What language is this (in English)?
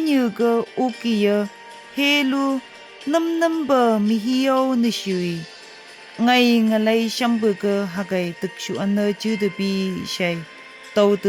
Phom Naga